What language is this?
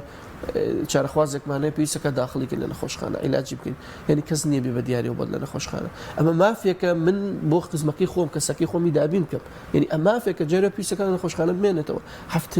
Central Kurdish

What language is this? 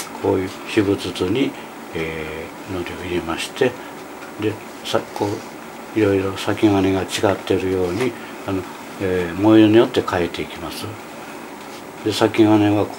Japanese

